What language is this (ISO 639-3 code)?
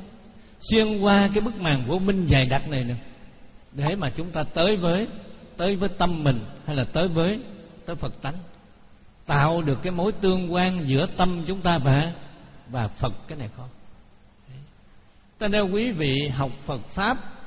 vie